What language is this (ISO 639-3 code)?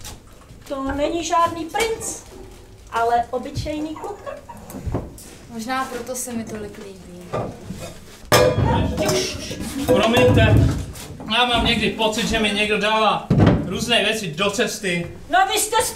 ces